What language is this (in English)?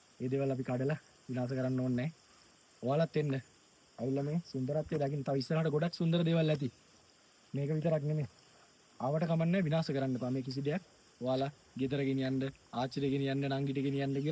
Sinhala